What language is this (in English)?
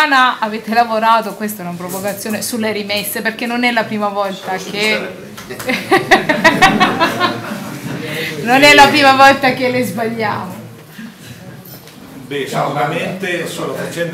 Italian